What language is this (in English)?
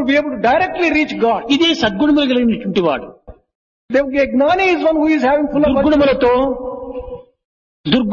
Telugu